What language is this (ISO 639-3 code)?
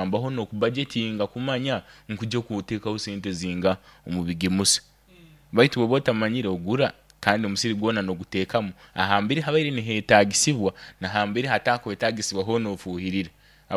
nyo